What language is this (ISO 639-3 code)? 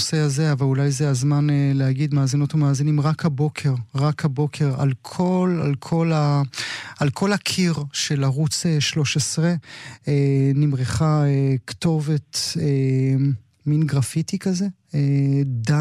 heb